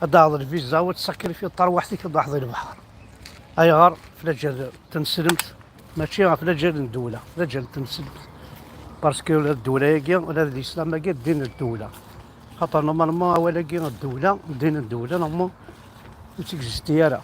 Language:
Kabyle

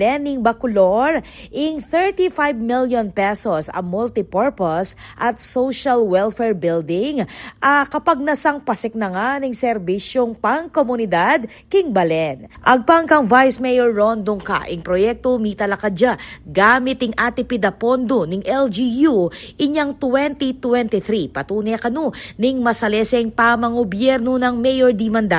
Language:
Pampanga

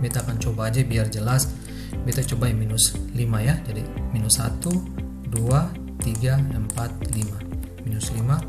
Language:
Ambonese Malay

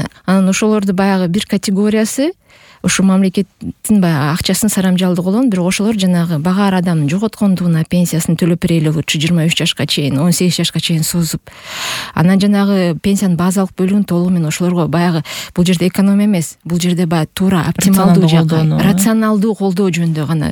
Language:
Kyrgyz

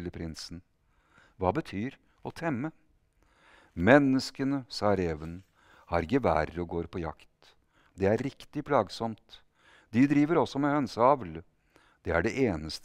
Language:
Norwegian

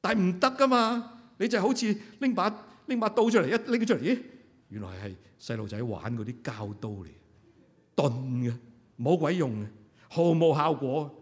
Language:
Cantonese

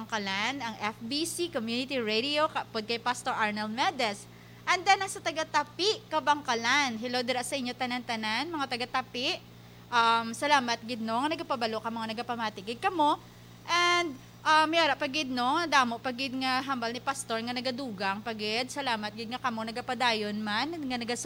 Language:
Hiligaynon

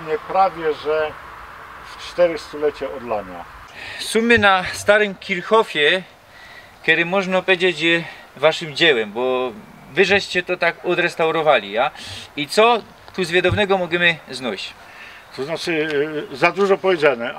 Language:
Silesian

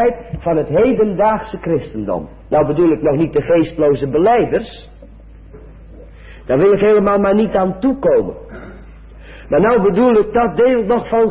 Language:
Dutch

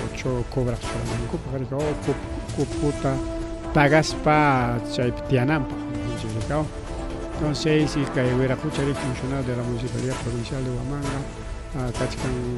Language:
Ayacucho Quechua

